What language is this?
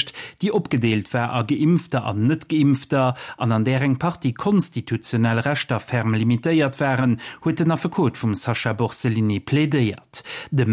Luxembourgish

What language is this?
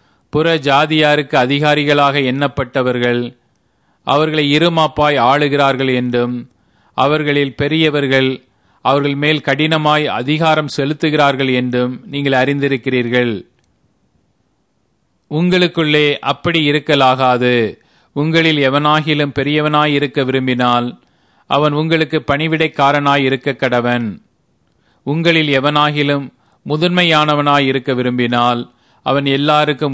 Tamil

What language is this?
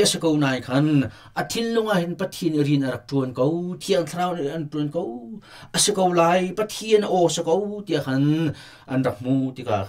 Hakha Chin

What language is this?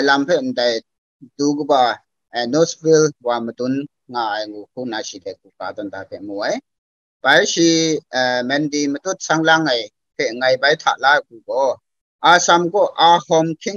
Kachin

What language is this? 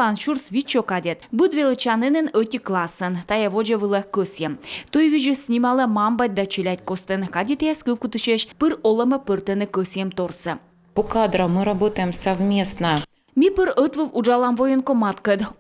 Komi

